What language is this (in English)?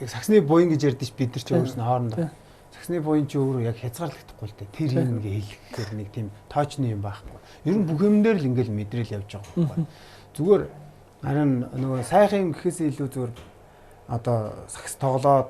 Mongolian